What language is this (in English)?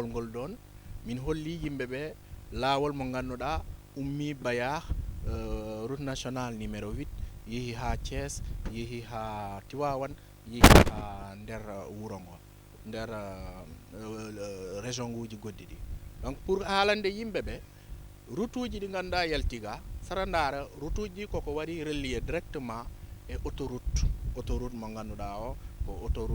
Fula